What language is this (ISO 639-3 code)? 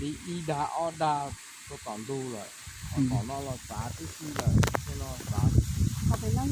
hmn